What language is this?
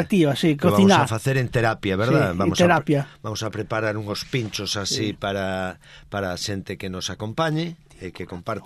Galician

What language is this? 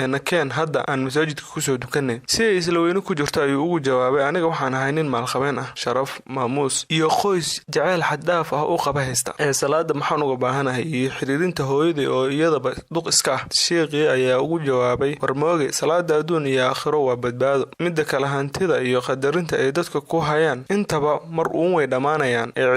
Somali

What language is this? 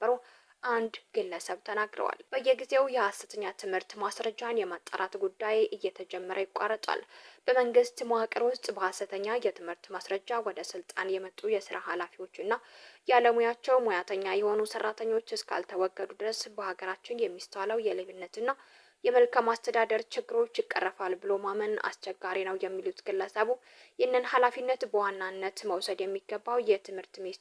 Amharic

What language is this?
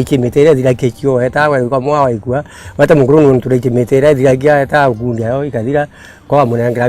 Meru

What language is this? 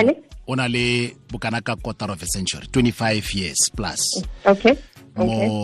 Tswana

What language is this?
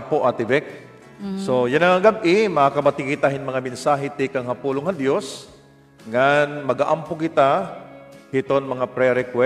Waray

